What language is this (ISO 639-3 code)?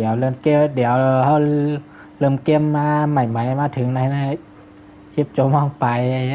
shn